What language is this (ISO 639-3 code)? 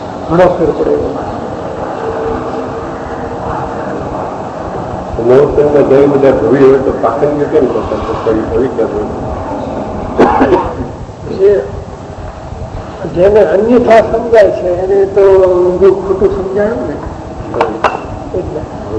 guj